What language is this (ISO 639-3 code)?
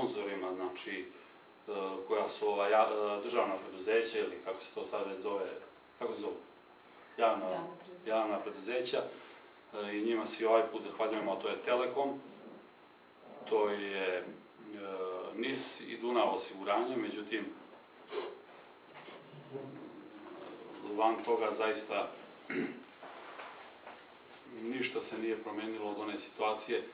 srp